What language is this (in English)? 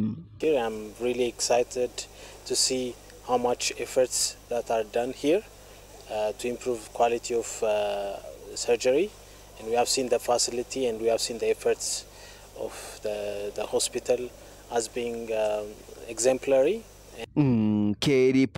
Meru